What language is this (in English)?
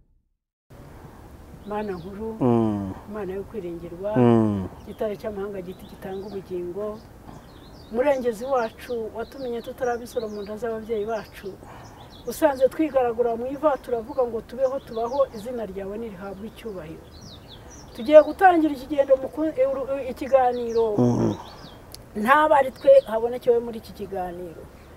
Kinyarwanda